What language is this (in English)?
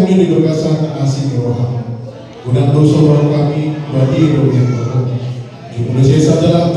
Batak Toba